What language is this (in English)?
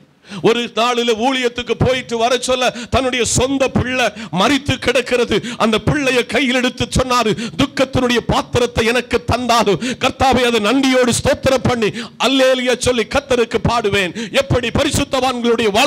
Tamil